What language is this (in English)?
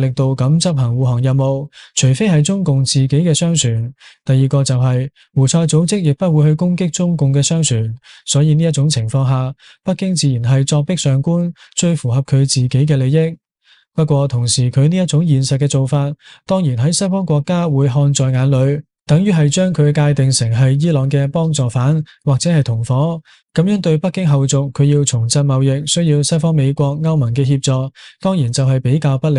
Cantonese